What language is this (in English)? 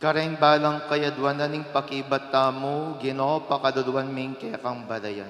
Pampanga